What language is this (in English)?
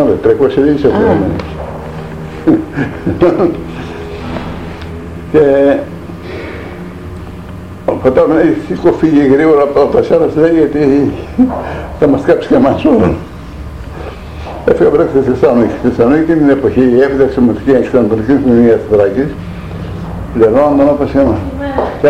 Greek